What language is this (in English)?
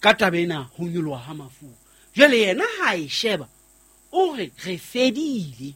Southern Sotho